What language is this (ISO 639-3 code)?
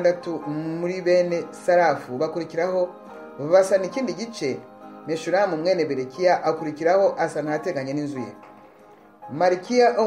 kin